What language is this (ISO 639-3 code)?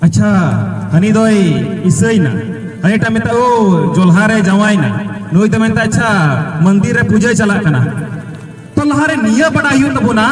sat